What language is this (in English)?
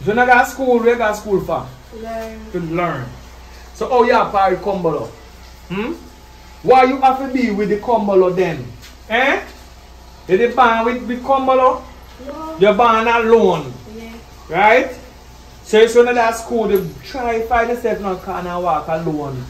Jamaican Creole English